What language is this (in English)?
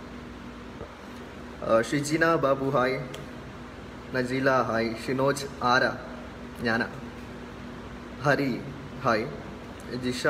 Malayalam